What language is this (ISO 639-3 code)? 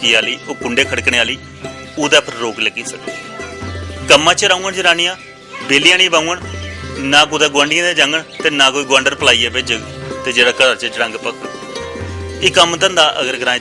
doi